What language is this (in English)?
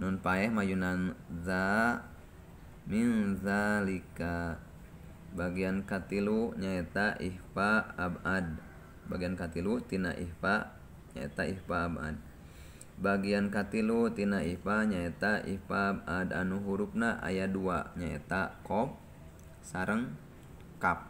Sundanese